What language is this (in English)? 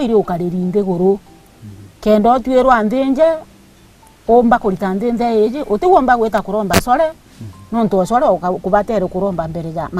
Meru